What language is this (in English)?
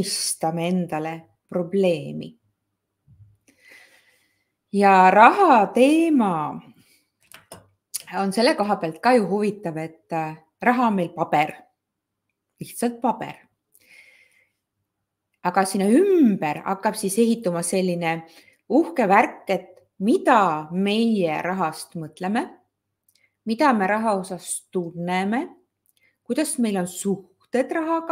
Estonian